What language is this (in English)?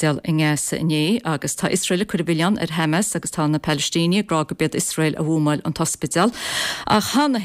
Irish